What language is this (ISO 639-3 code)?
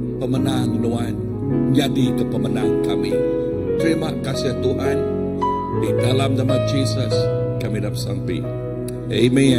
iba